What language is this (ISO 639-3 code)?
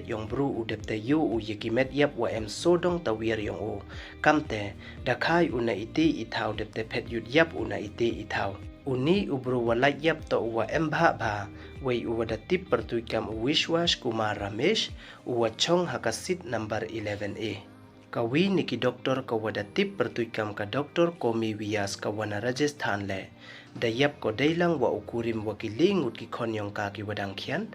pbv